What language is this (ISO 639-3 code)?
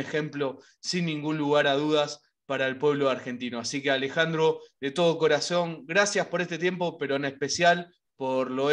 spa